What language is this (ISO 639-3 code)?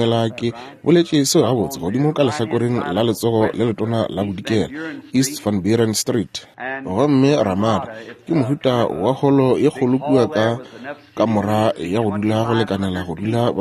nso